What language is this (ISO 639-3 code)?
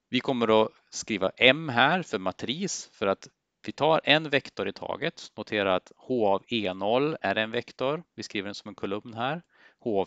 swe